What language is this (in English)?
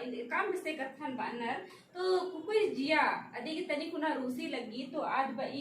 Kurukh